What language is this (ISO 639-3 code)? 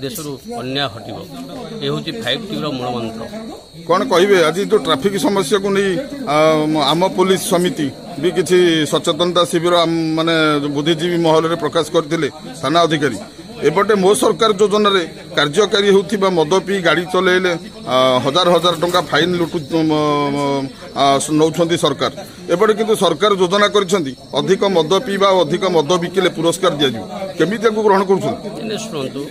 ori